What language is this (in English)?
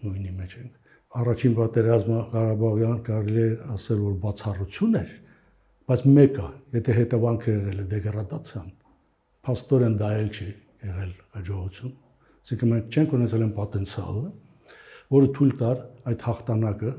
Armenian